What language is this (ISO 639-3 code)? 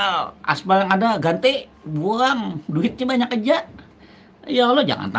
bjn